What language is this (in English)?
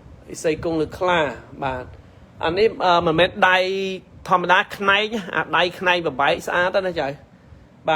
Khmer